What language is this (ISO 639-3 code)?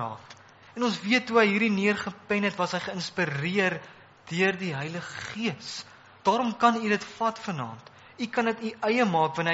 afr